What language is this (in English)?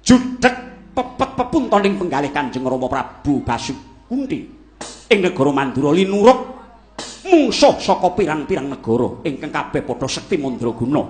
Javanese